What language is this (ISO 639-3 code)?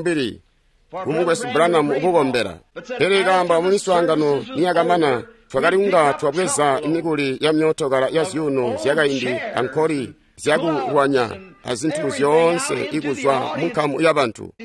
toi